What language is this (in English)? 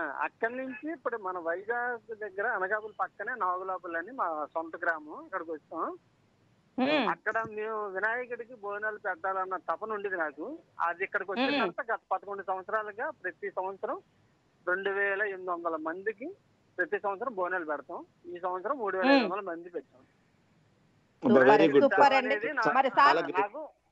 Telugu